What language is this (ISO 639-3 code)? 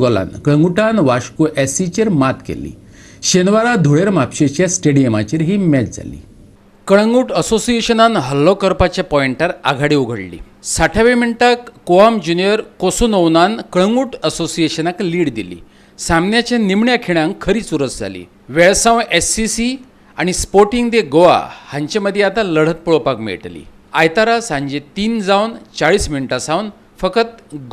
kok